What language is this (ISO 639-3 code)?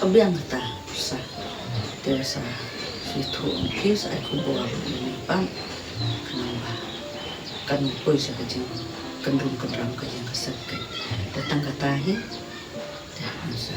kha